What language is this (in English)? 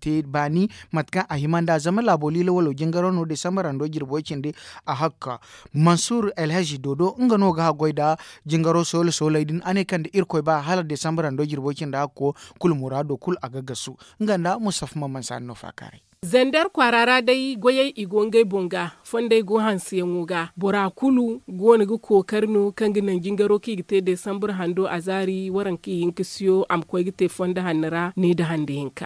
Zarma